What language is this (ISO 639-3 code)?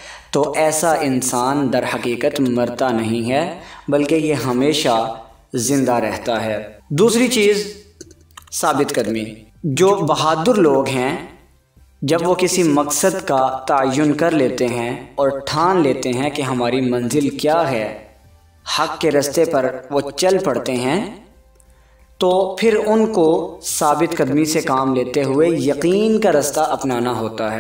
urd